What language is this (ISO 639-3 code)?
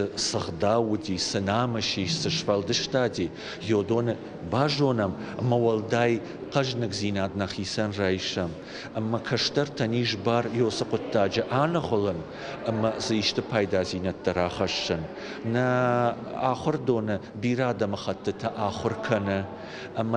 oss